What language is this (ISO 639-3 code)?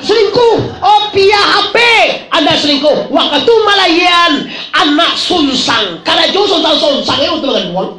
min